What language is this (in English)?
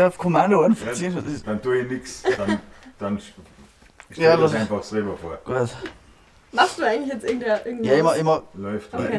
Bavarian